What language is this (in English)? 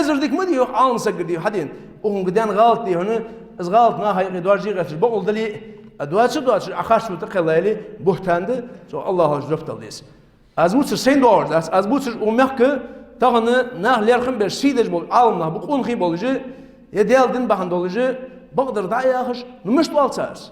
Ingush